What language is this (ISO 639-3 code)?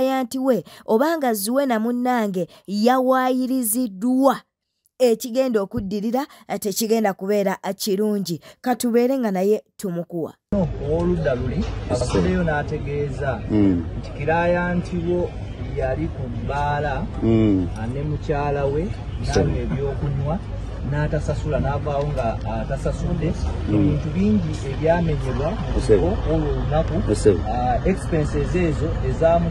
lug